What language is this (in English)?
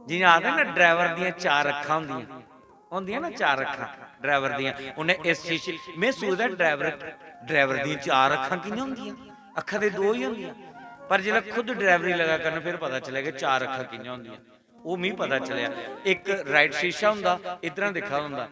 Dogri